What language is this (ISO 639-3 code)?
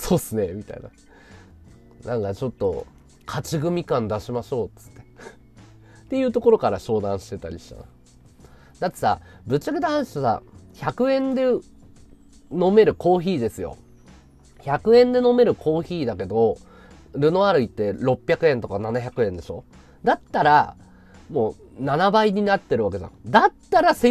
jpn